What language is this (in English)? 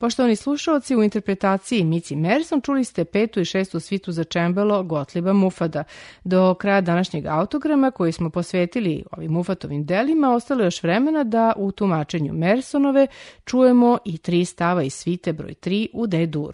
Serbian